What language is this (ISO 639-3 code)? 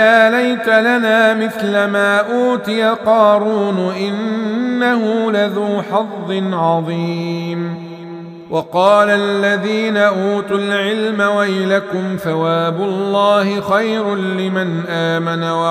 ara